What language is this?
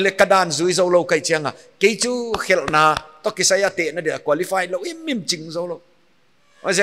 Paite Chin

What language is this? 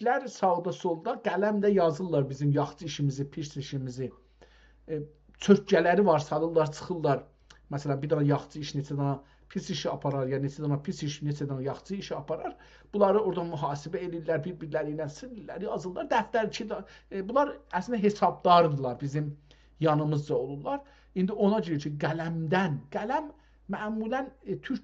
South Azerbaijani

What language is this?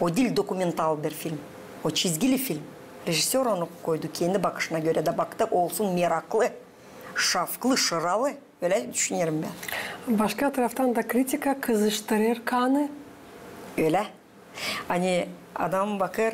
Gagauz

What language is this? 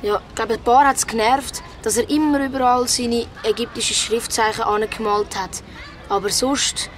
Swiss German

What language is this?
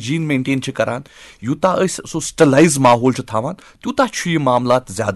Kashmiri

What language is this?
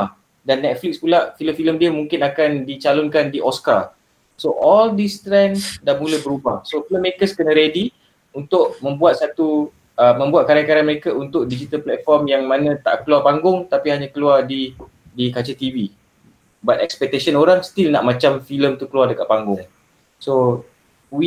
Malay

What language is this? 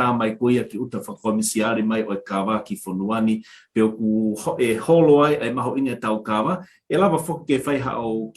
Tongan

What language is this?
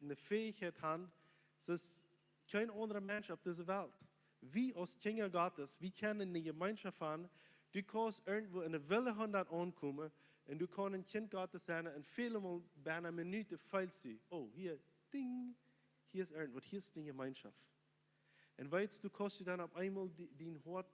Plautdietsch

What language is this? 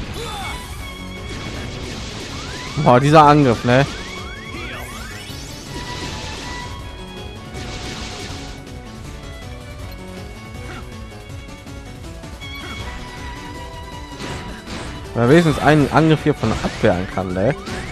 German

